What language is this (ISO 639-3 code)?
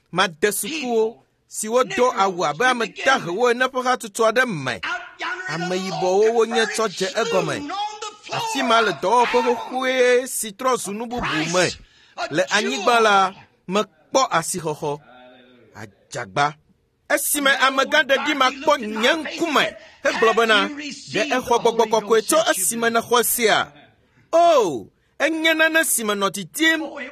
ewe